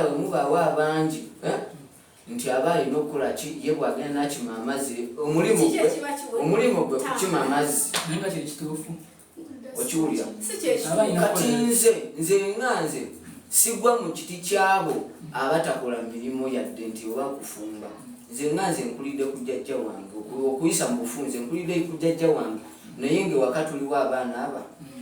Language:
Ganda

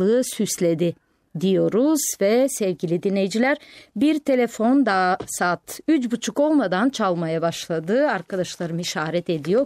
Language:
Turkish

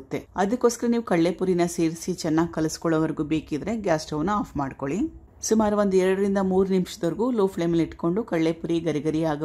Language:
Kannada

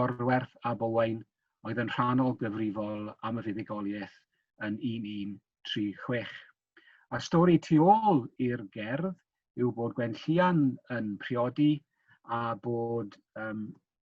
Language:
Welsh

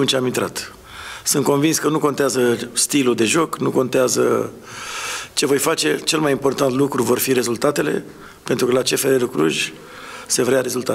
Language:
Romanian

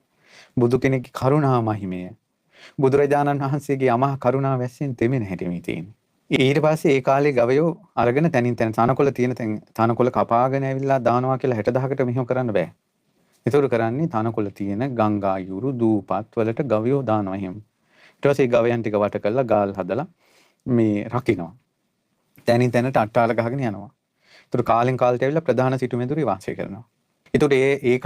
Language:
Sinhala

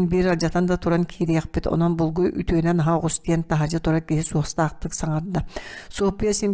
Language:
Yakut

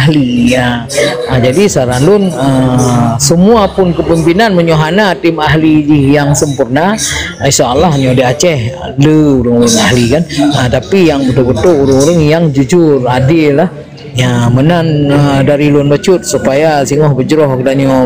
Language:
Achinese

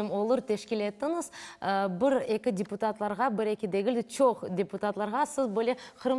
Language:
Crimean Tatar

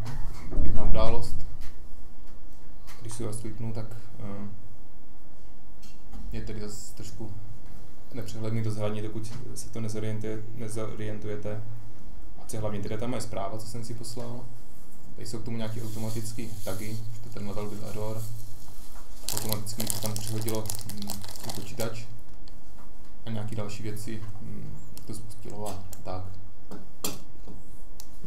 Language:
Czech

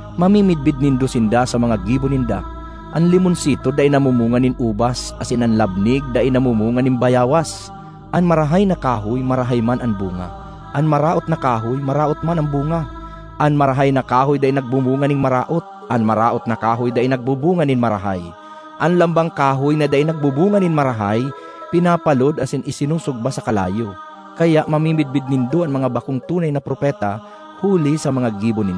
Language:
Bikol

